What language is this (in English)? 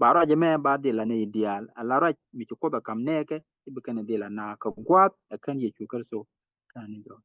Nuer